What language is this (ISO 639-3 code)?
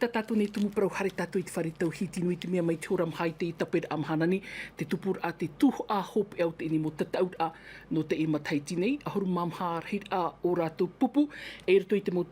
tah